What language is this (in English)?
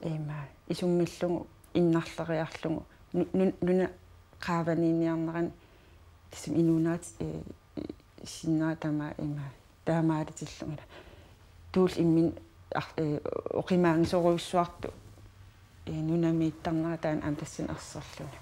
Kalaallisut